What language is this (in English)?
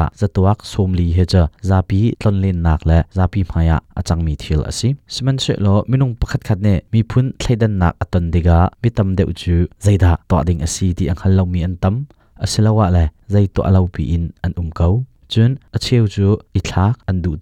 Hakha Chin